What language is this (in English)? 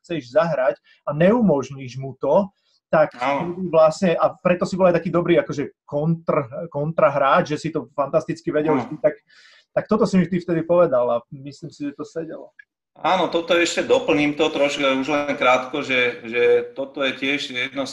Slovak